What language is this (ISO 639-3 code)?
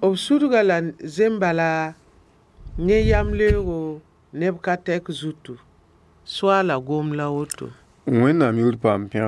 mos